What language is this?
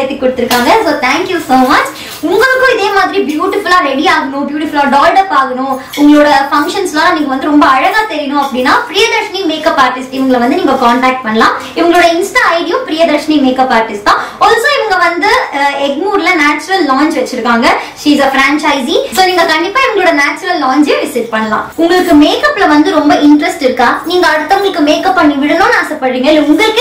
Tamil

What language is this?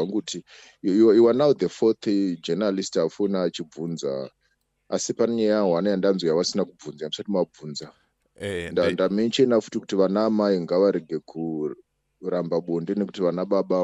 Shona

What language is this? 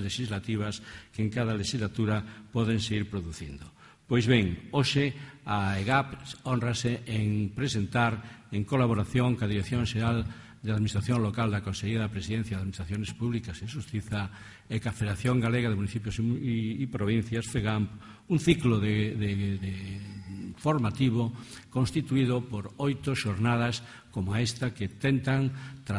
Galician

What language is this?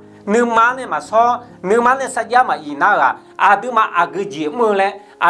Akha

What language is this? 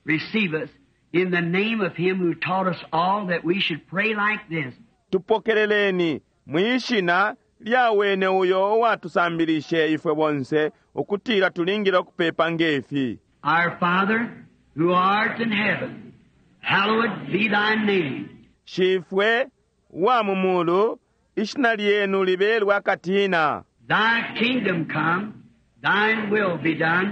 Bemba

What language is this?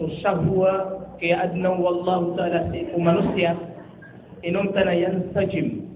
Maranao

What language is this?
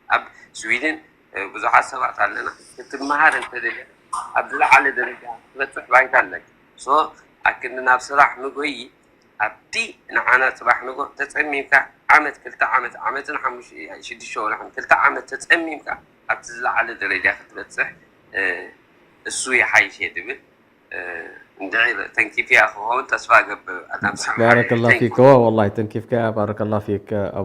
Tigrinya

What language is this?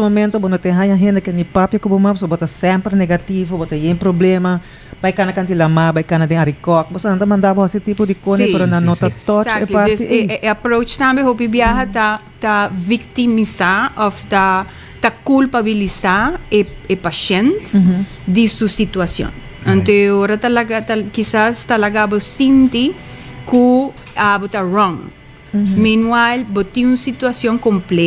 Papiamento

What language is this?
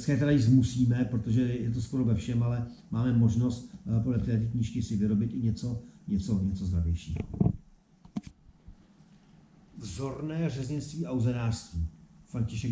Czech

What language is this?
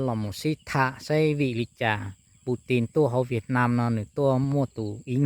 Hmong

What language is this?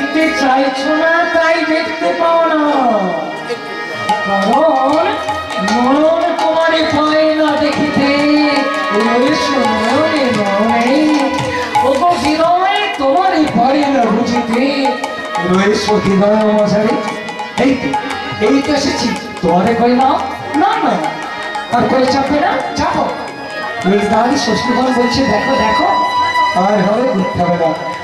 Bangla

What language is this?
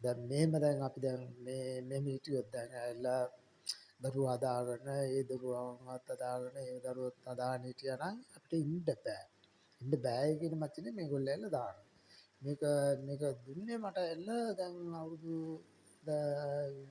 Sinhala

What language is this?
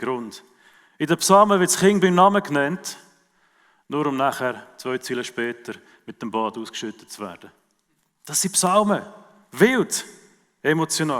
Swiss German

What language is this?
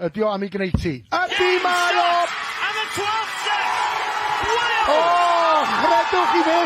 Welsh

